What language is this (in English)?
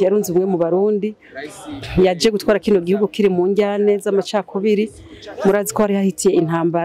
Rundi